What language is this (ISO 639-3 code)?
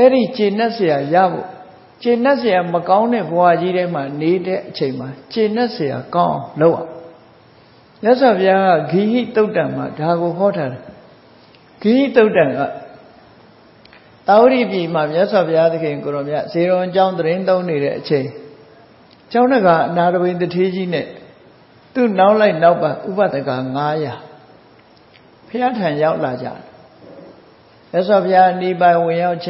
mya